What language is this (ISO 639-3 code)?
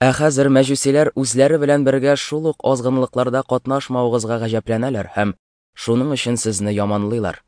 tat